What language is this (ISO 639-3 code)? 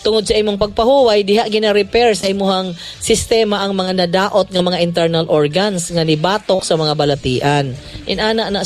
ceb